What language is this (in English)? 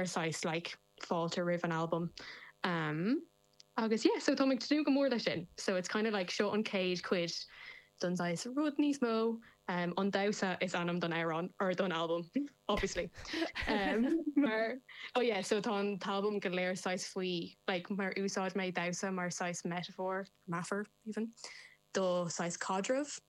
Irish